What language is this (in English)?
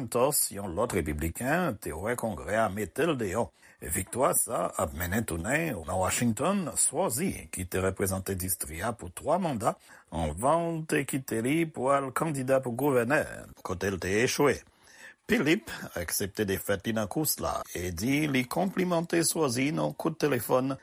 Haitian Creole